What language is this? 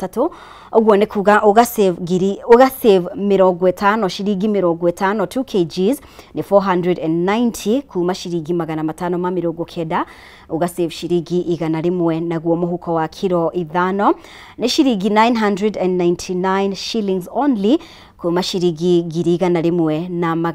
Kikuyu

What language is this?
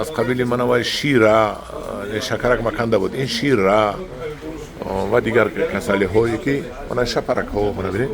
Tajik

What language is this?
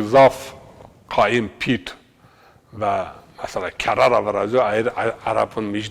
Zaza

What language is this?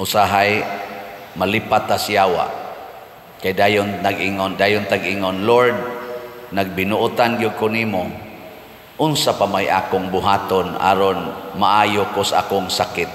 Cebuano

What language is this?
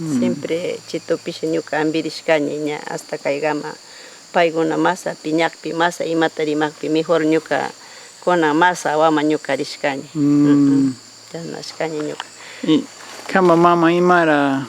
Northern Pastaza Quichua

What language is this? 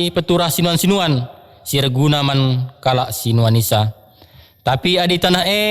Batak Karo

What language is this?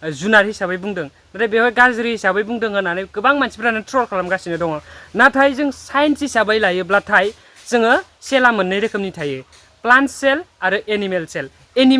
Bodo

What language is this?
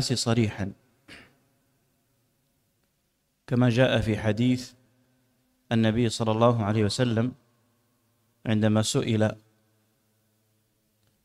Arabic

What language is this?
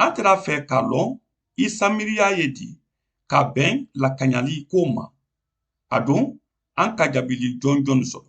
Mandingo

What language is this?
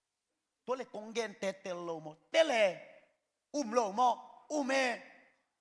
Tedim Chin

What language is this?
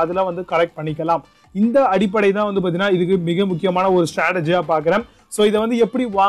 Tamil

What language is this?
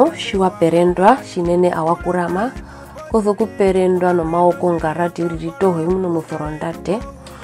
Herero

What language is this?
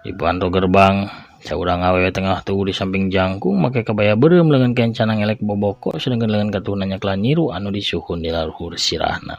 Sundanese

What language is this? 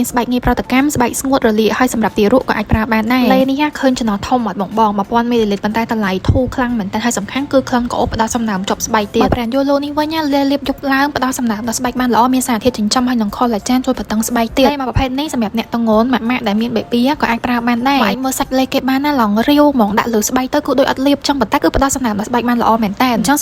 Khmer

